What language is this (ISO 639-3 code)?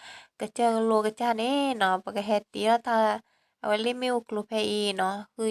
ksw